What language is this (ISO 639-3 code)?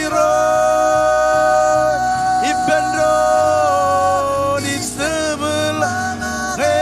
mah